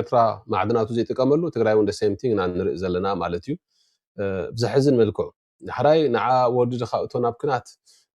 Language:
Tigrinya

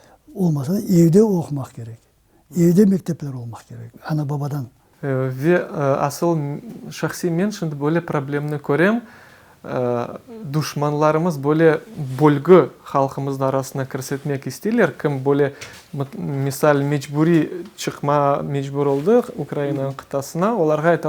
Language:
Crimean Tatar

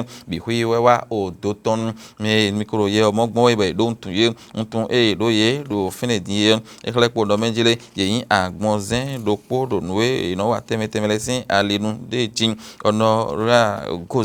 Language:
Fon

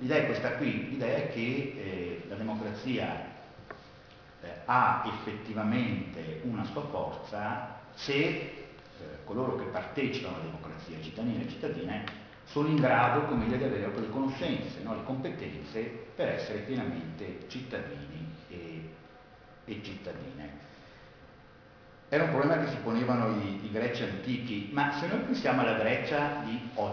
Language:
Italian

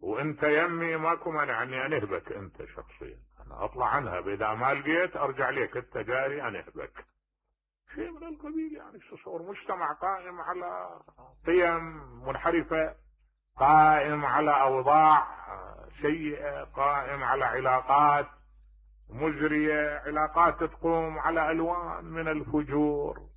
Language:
Mesopotamian Arabic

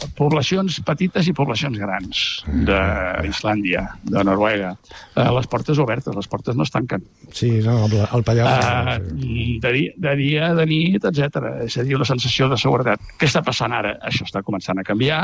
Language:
Catalan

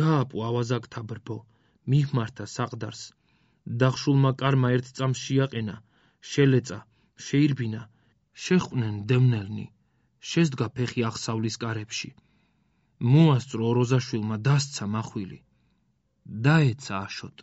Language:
Georgian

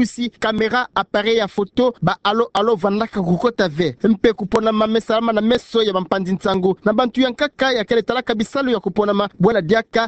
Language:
Kituba (Democratic Republic of Congo)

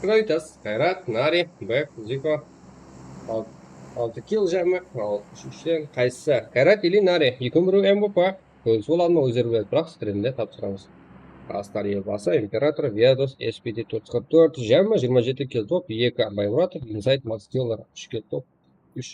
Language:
Kara-Kalpak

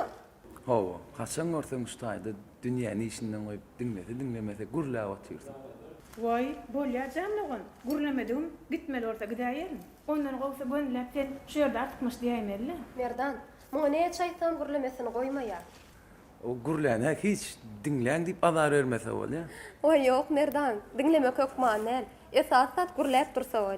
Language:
Turkmen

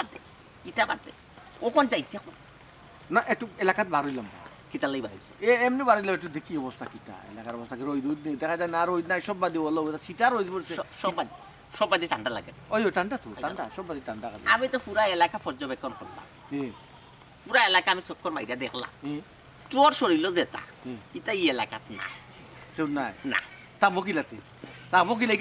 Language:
Sylheti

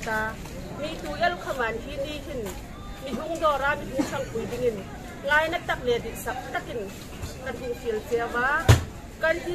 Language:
Hmar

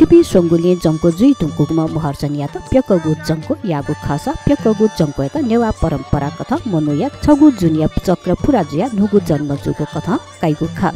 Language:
Newari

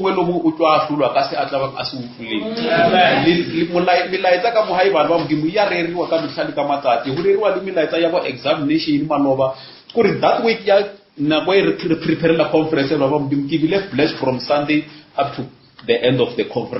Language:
Northern Sotho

